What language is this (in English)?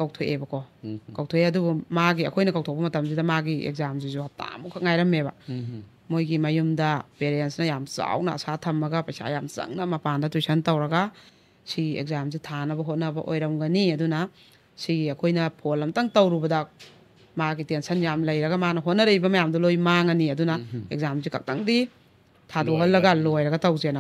Manipuri